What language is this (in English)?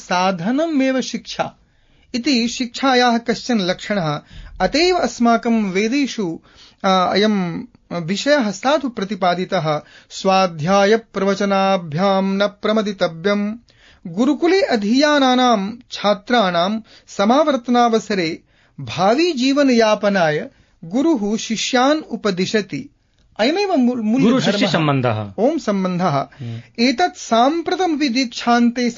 Sanskrit